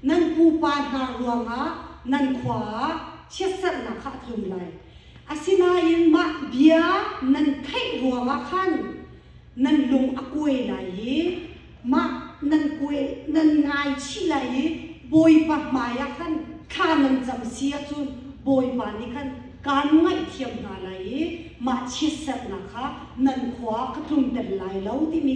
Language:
Hakha Chin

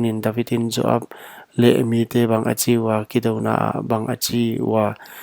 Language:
Paite Chin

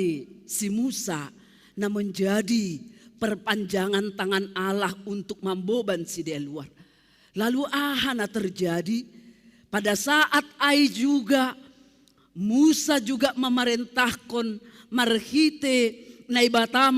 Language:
Batak Simalungun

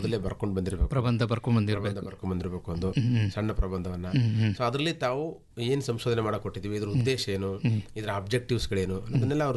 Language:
Kannada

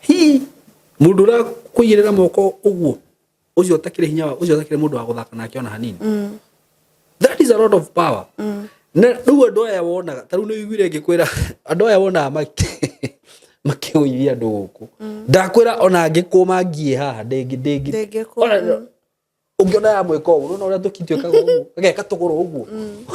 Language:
Kikuyu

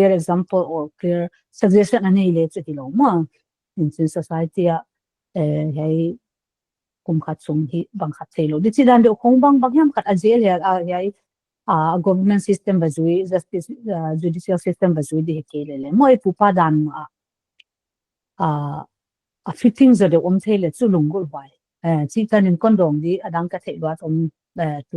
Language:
Paite Chin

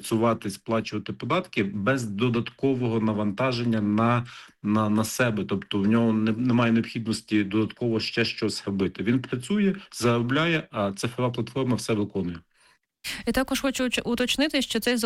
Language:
Ukrainian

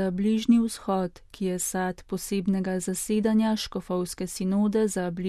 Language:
Slovenian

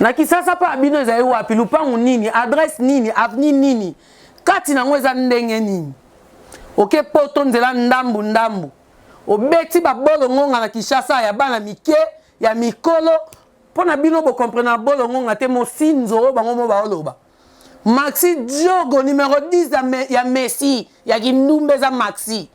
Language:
Lingala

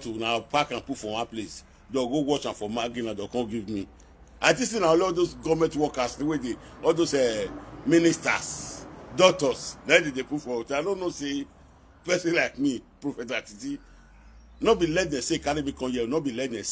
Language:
Nigerian Pidgin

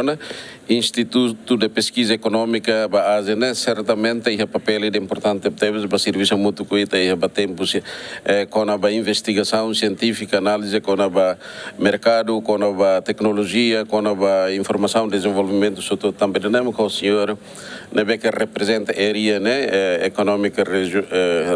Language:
Tetum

